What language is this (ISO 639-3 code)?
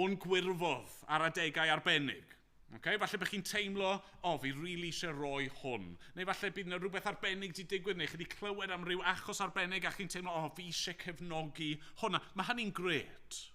cym